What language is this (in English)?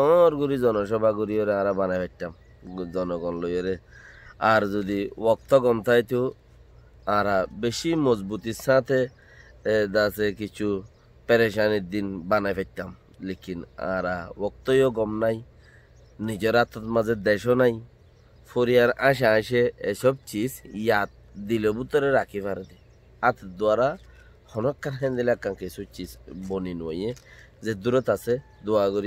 Rohingya